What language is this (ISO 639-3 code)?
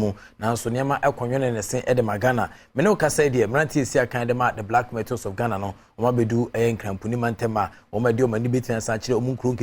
aka